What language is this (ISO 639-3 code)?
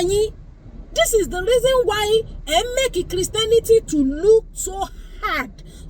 yor